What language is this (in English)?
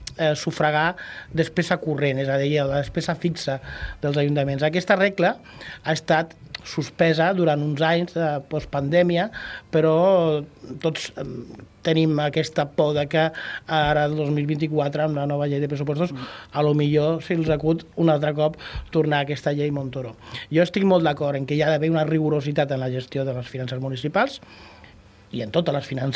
Catalan